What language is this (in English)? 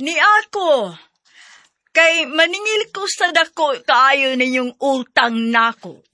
Cebuano